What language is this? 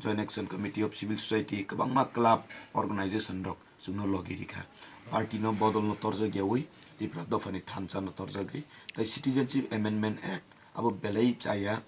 Kok Borok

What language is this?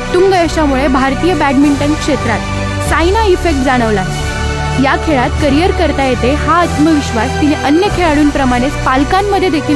Marathi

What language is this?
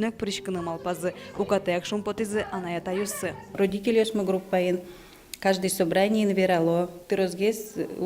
Udmurt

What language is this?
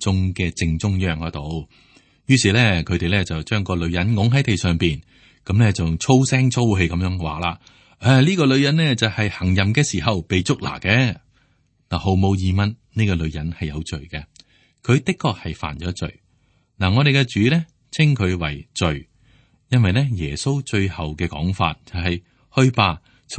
Cantonese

